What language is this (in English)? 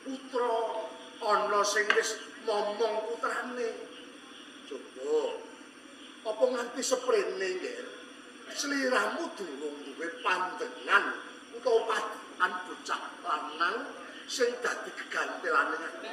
Javanese